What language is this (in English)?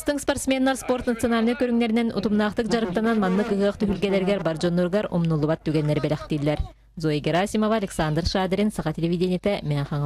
Yakut